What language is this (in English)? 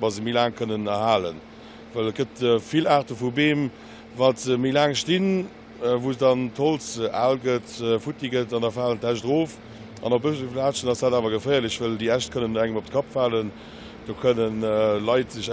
Luxembourgish